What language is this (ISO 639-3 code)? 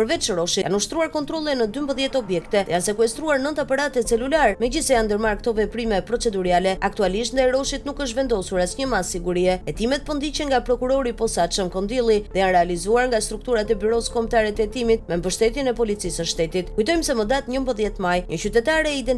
sqi